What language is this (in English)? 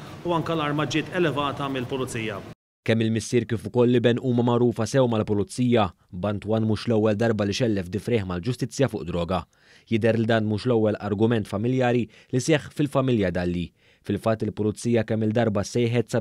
Maltese